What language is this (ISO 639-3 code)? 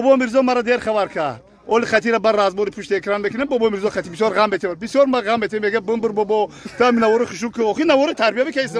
tgk